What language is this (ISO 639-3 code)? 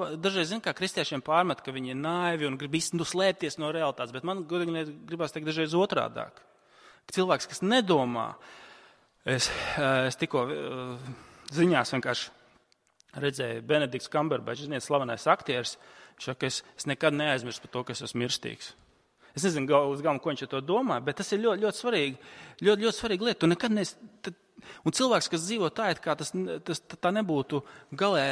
lav